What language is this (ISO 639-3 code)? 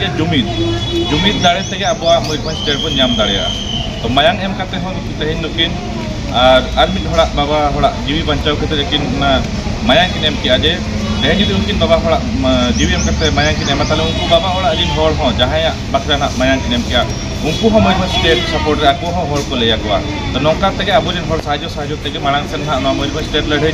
sat